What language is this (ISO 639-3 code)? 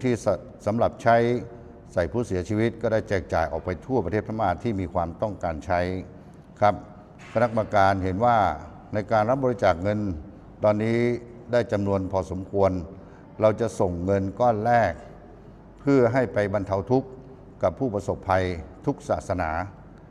lao